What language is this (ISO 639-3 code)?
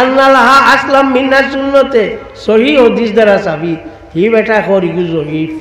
syl